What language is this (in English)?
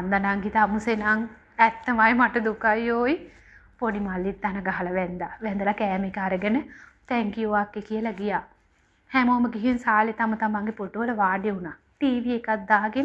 Sinhala